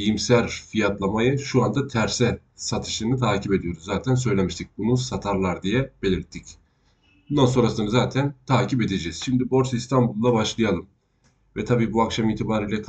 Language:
Turkish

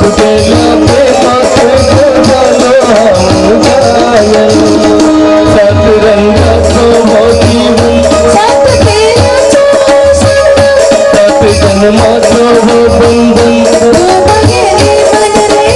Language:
Konkani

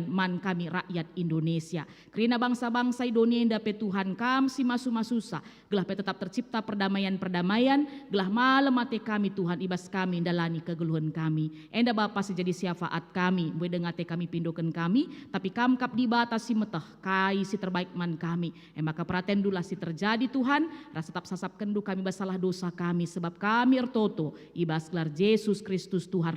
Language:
Batak Karo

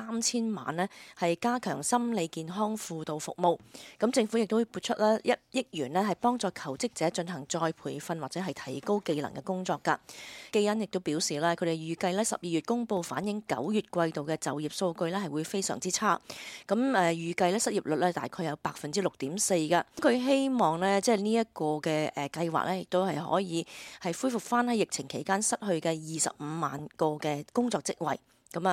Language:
Cantonese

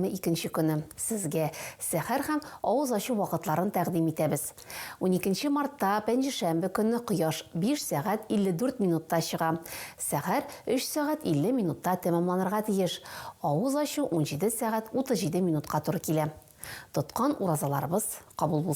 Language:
Tatar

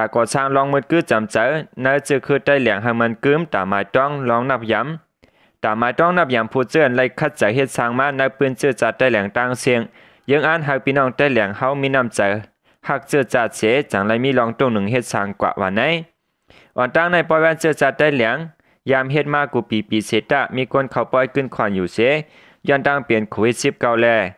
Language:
Shan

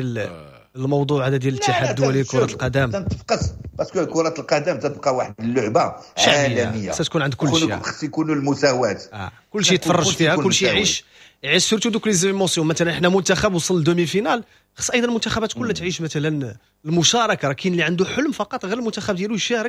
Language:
Moroccan Arabic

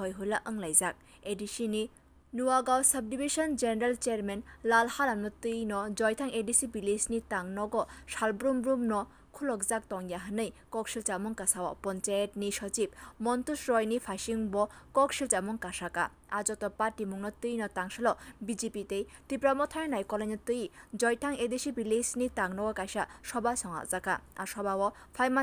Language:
Kok Borok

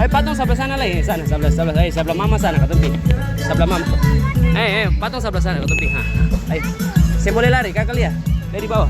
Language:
Ambonese Malay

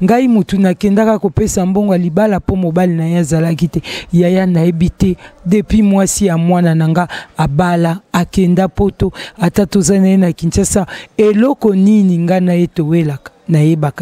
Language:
Lingala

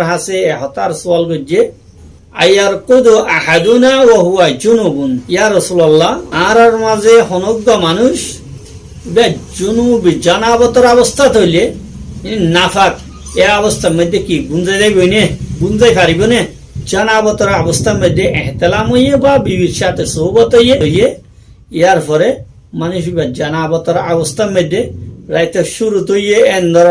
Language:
Rohingya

